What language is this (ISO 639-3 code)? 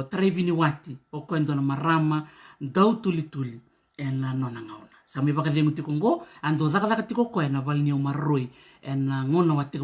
fij